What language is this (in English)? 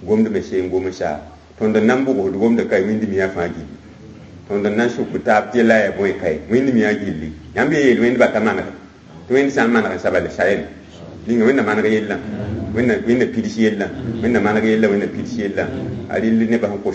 Mossi